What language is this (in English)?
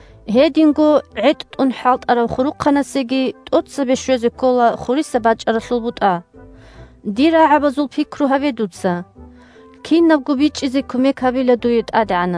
Avaric